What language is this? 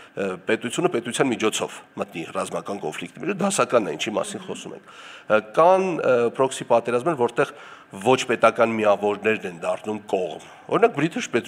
Armenian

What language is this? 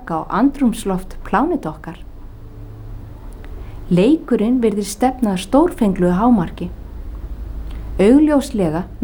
Icelandic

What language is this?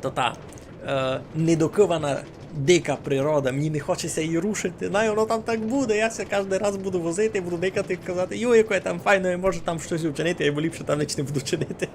Rusyn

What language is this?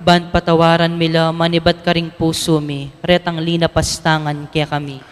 Pampanga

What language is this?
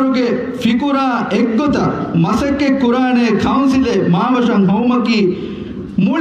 Divehi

